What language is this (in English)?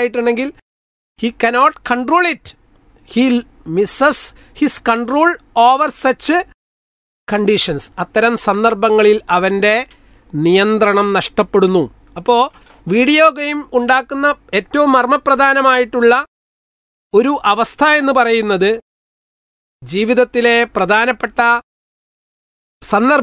Malayalam